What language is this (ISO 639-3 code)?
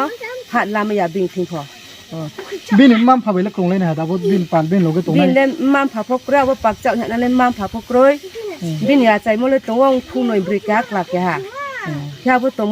ria